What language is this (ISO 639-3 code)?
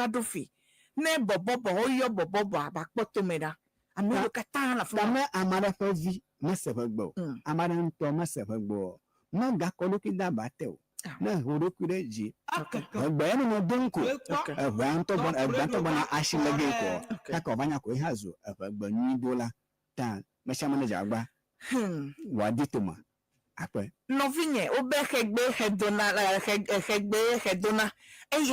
ewe